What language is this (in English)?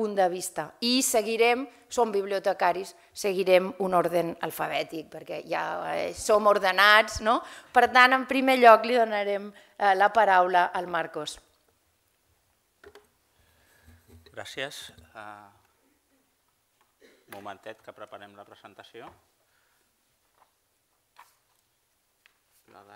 Catalan